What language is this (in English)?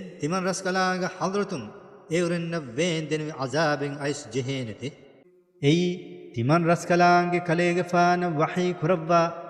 Divehi